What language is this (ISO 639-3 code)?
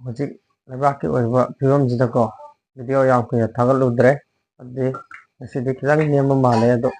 mni